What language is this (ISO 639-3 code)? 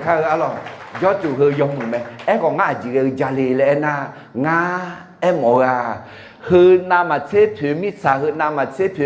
ahk